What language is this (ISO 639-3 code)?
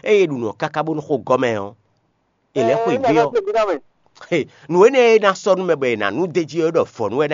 fon